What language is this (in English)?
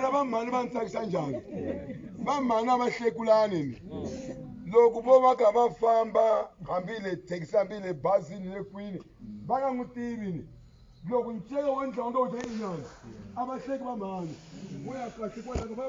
Tsonga